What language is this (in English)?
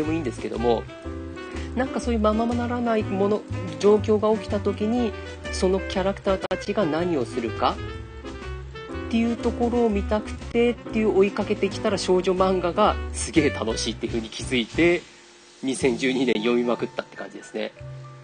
Japanese